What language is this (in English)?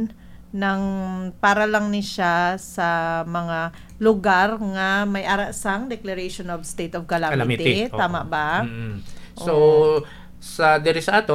Hiligaynon